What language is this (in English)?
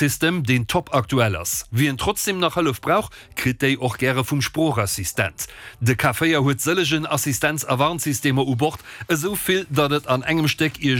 Luxembourgish